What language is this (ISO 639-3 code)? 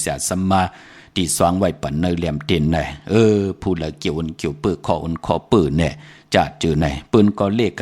shn